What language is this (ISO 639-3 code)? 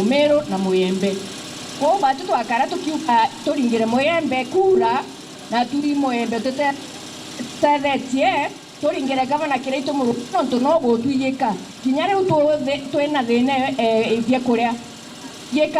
mer